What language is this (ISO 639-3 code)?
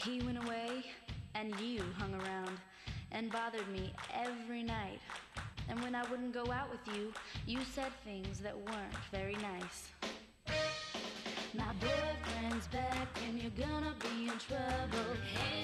eng